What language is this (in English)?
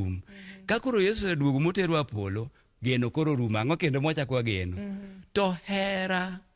Luo (Kenya and Tanzania)